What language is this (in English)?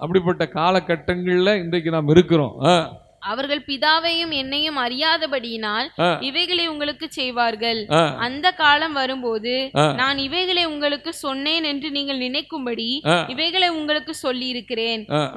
Tamil